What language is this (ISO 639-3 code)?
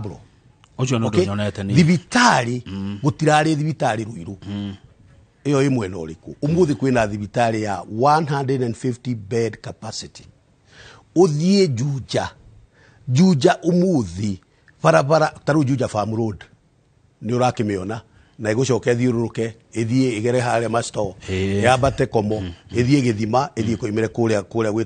kik